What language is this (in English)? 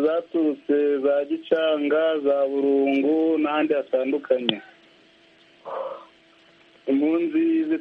Kinyarwanda